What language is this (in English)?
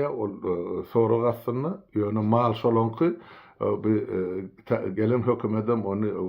Turkmen